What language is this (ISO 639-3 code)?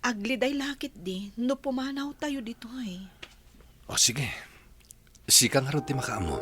ilo